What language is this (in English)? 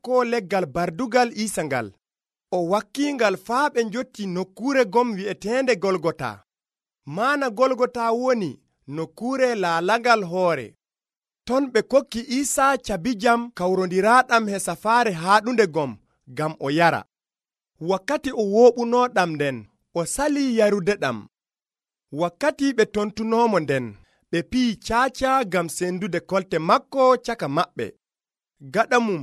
Nigerian Fulfulde